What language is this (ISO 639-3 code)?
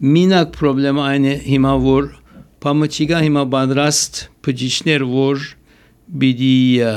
hye